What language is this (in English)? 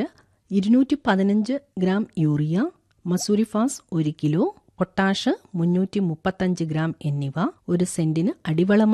Malayalam